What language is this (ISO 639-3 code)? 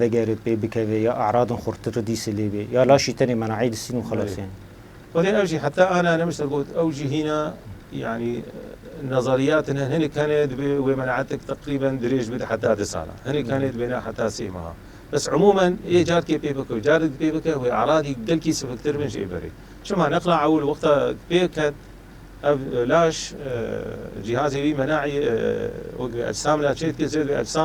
kur